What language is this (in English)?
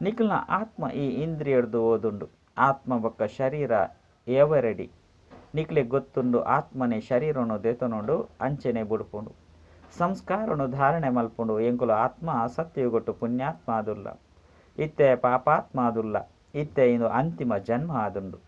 Tulu